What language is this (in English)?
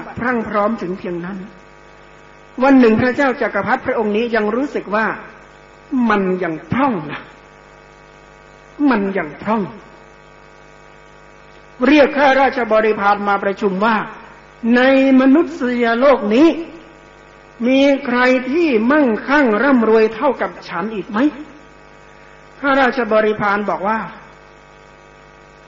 Thai